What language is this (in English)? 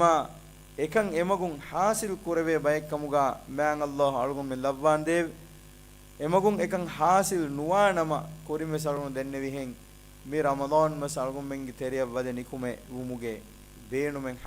Divehi